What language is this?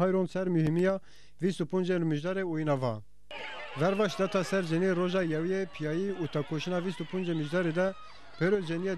Zaza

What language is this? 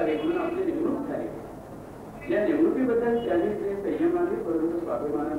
Marathi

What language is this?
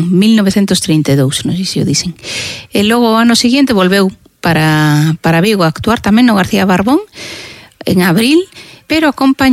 Galician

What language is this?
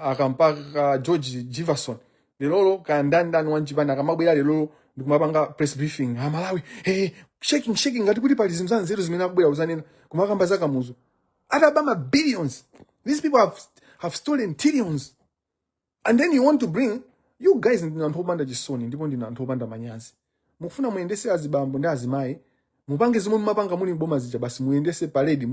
Nyanja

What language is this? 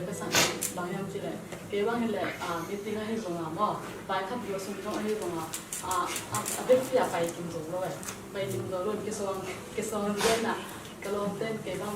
Tedim Chin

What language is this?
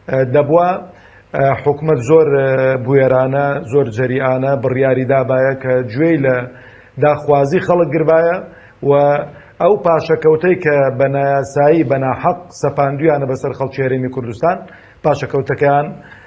Central Kurdish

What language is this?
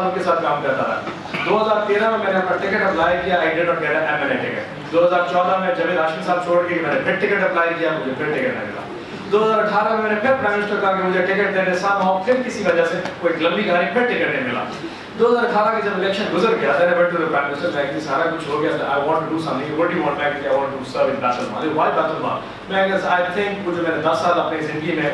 Urdu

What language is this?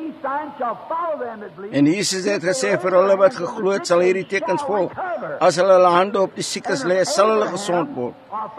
Afrikaans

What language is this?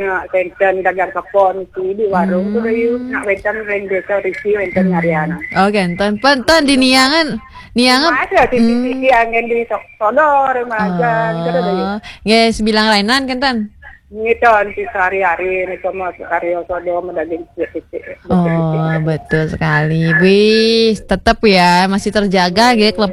Balinese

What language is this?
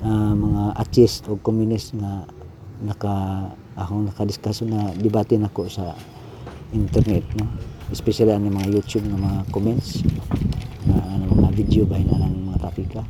Cebuano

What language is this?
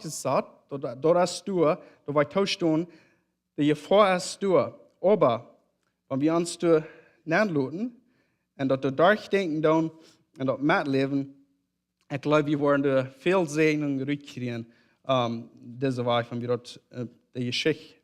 Plautdietsch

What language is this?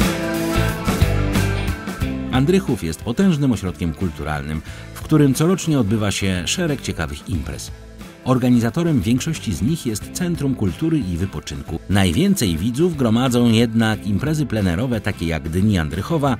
Polish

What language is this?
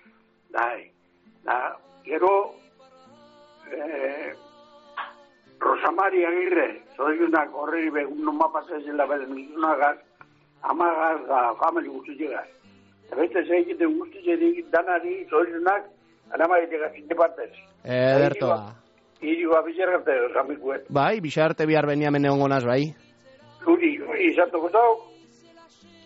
Basque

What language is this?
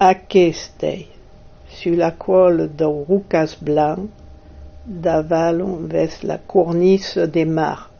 Occitan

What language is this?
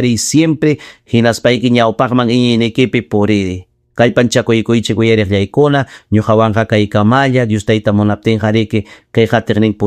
Ayacucho Quechua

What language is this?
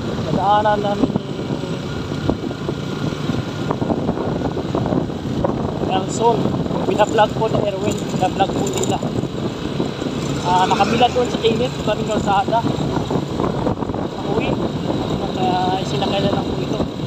Filipino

